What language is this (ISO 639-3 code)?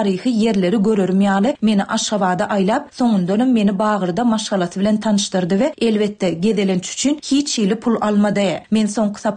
tuk